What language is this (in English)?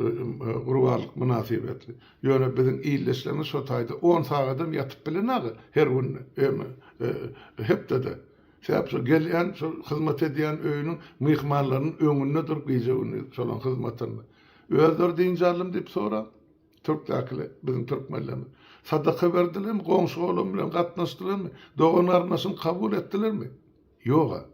Turkmen